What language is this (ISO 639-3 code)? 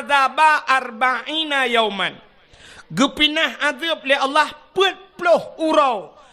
ace